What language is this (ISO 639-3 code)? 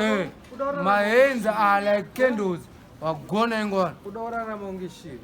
sna